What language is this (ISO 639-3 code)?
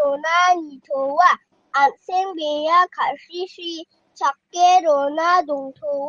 grt